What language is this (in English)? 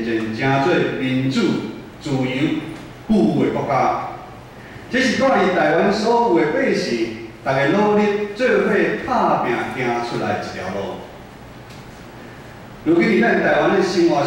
Min Nan Chinese